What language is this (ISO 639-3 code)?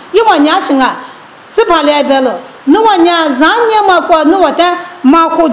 lis